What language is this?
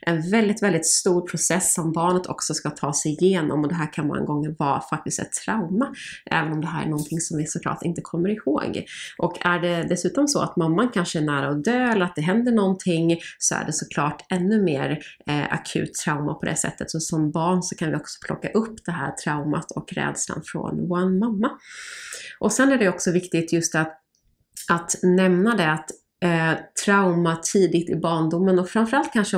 Swedish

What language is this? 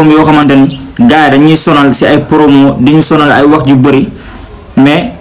Wolof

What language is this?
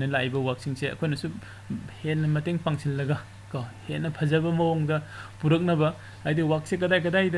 Manipuri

